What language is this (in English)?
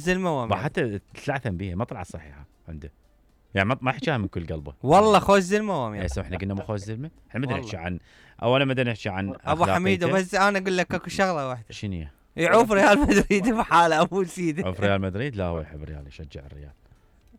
Mesopotamian Arabic